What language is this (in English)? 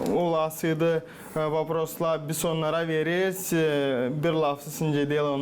Gagauz